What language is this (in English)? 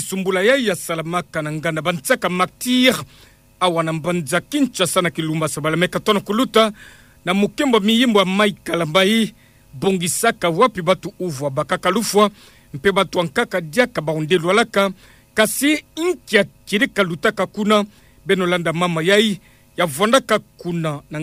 Kituba (Democratic Republic of Congo)